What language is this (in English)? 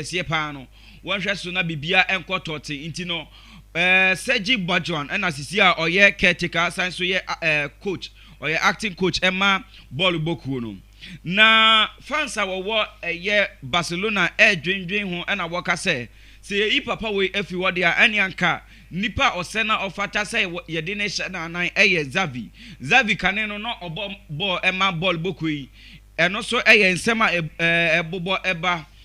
Akan